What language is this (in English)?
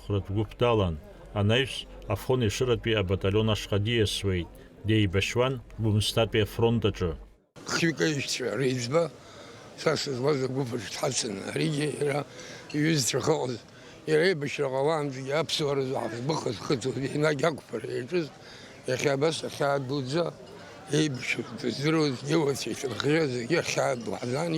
Abkhazian